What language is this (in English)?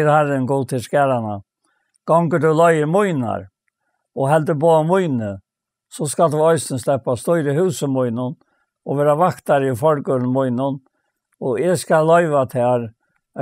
Faroese